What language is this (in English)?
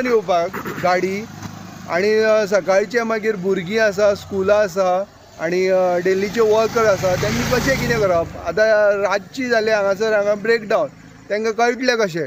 Konkani